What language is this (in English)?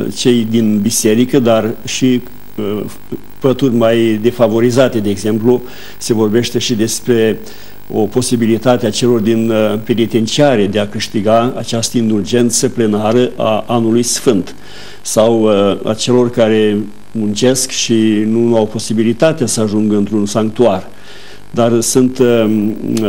Romanian